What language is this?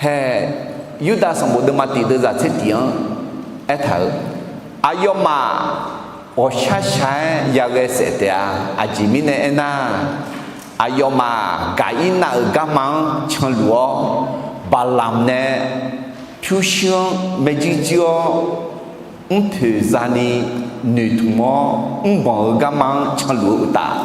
Akha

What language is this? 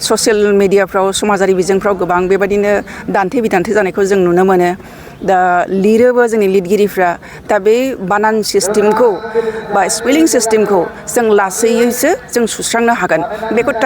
Bodo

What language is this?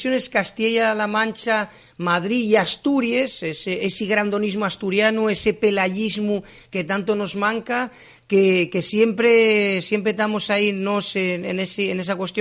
Asturian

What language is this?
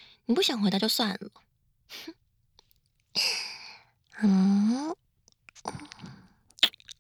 Chinese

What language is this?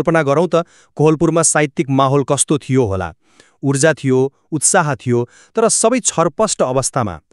Nepali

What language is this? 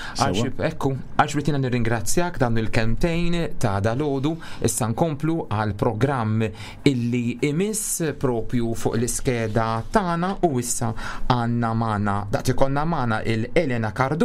Maltese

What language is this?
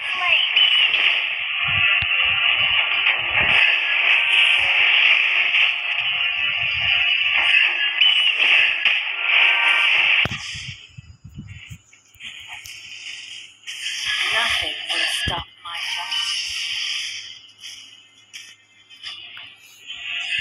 English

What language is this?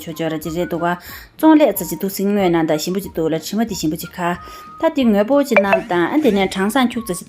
Tibetan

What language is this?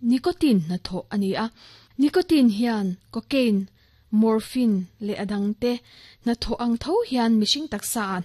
Mizo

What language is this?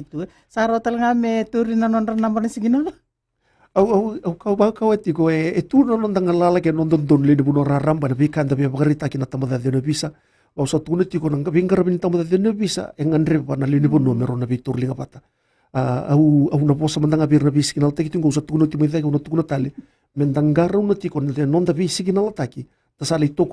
Fijian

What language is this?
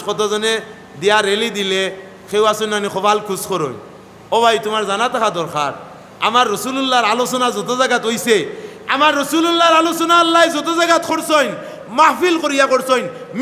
Sylheti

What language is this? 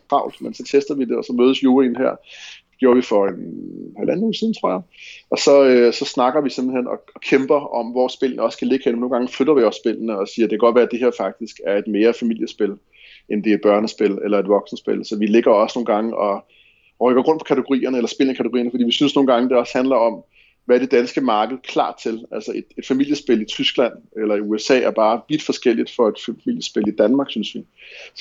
Danish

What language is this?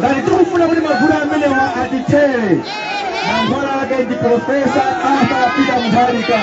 Nyanja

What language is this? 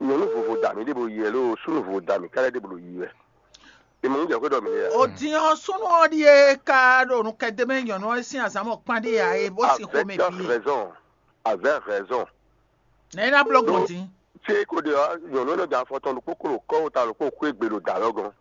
Fon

